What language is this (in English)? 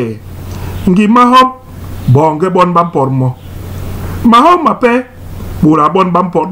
Basaa